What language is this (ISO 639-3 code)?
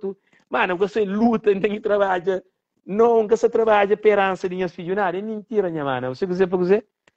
kea